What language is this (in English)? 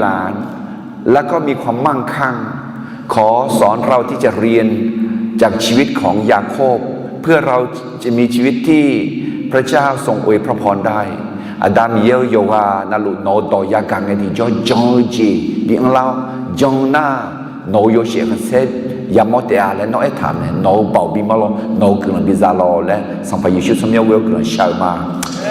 Akha